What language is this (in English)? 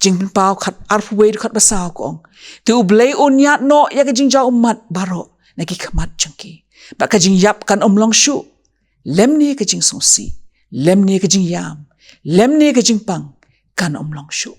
Khasi